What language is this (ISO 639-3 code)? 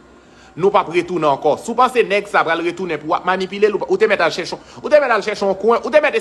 hat